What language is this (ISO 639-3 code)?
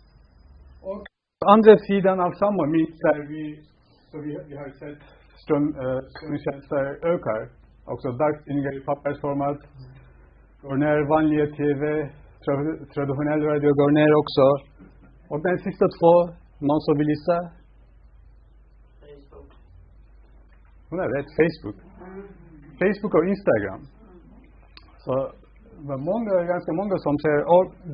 swe